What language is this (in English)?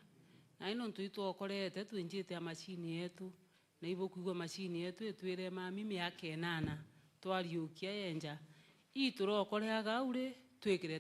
Meru